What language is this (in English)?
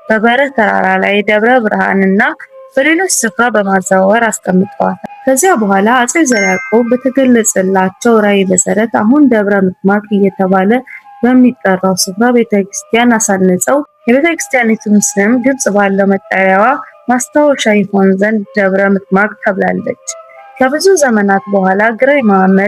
Amharic